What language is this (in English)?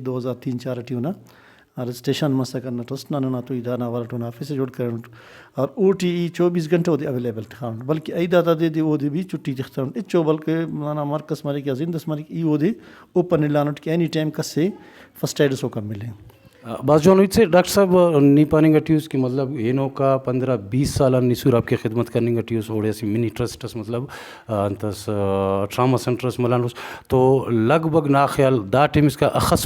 Brahui